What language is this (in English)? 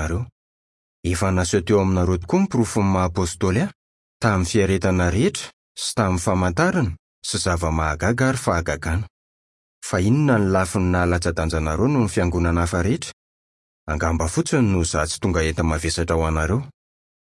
Malagasy